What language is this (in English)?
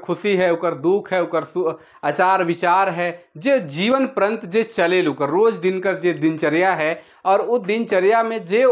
Sadri